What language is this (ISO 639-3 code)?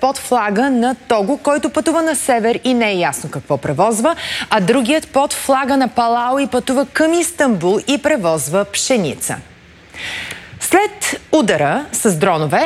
bul